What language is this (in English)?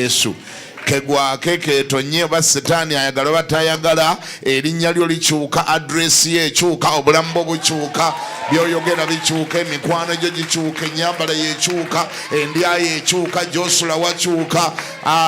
Ganda